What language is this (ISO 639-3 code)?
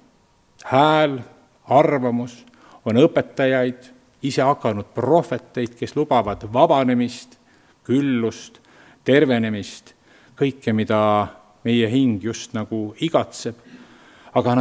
est